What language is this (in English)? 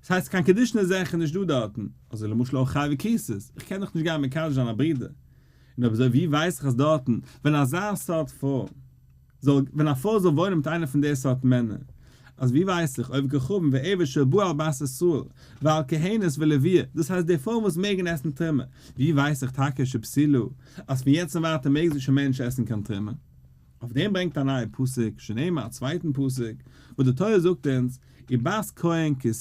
Yiddish